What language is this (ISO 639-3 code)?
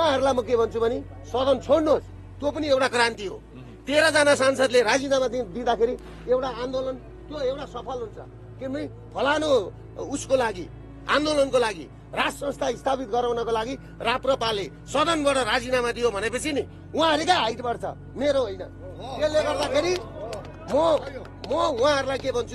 nep